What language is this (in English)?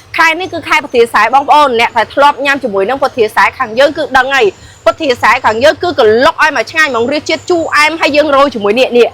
Khmer